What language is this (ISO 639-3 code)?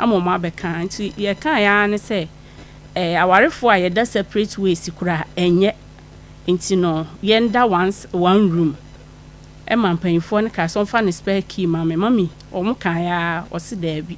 aka